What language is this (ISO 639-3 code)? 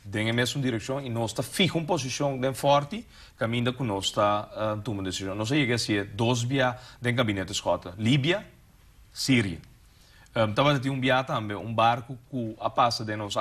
pap